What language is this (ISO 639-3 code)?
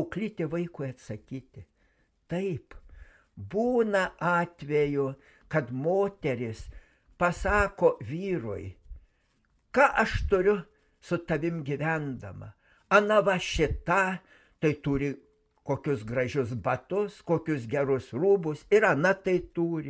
lit